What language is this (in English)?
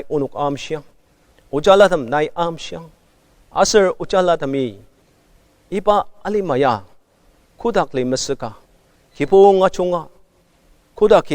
Ao Naga